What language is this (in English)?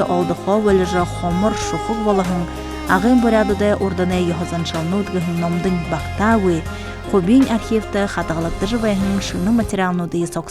Buriat